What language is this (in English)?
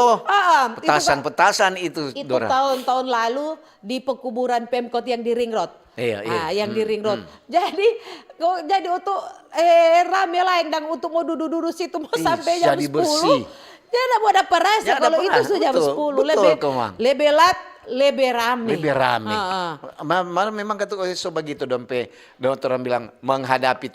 Manado Malay